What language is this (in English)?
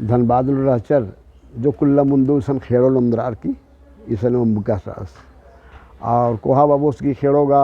Kurukh